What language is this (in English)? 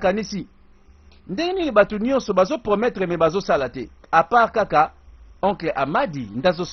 Lingala